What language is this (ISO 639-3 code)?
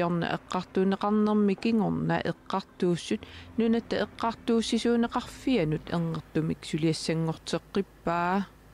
kal